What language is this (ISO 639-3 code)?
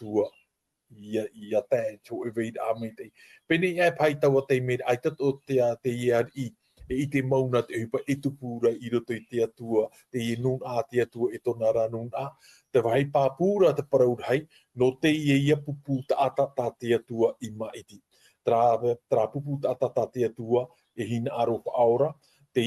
tah